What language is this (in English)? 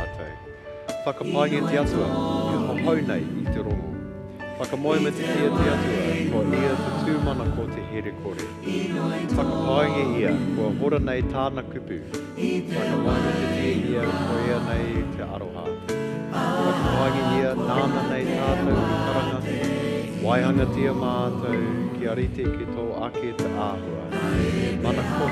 Māori